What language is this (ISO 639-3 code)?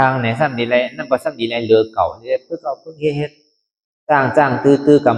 shn